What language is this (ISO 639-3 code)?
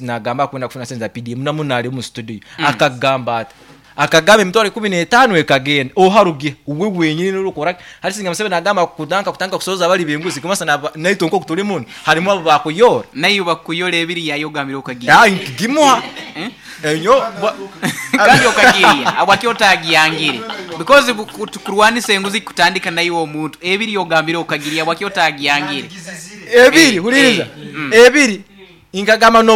nyo